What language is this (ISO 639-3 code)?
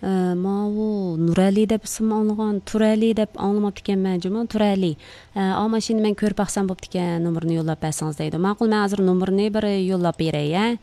uig